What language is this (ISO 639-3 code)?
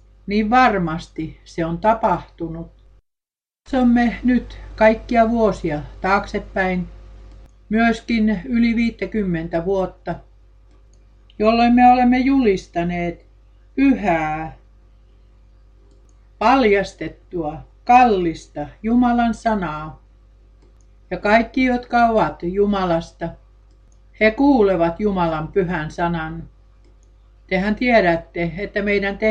fin